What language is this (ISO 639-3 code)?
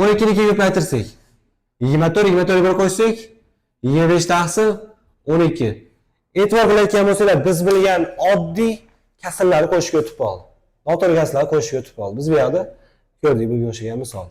uzb